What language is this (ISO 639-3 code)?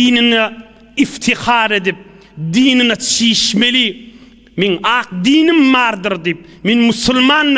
tuk